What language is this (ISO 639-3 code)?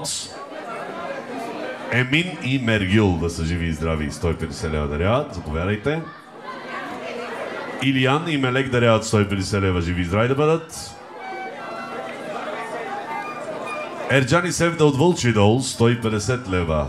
bul